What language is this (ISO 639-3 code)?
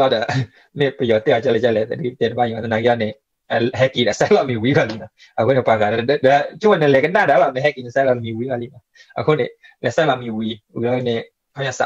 ksw